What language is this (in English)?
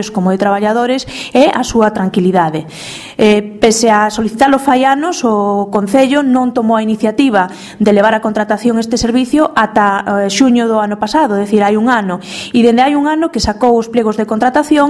Galician